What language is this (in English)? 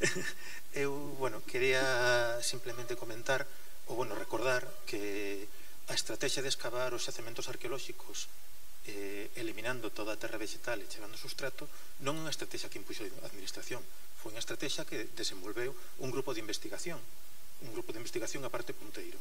Galician